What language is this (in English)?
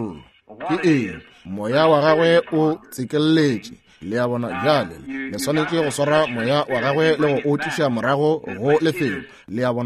Northern Sotho